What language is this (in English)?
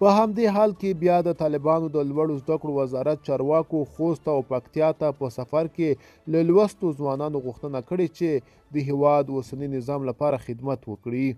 Pashto